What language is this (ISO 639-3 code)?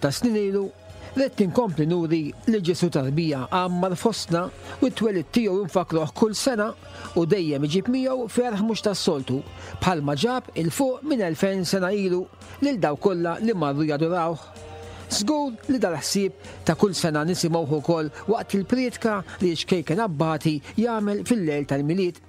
mlt